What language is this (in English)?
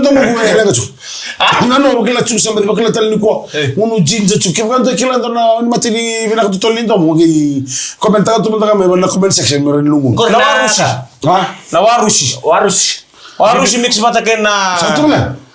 Fijian